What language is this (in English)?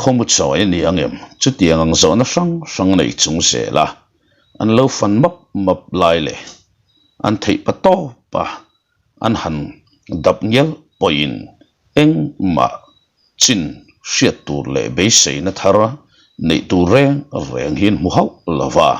Mizo